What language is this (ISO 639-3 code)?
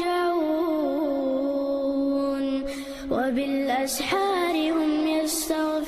che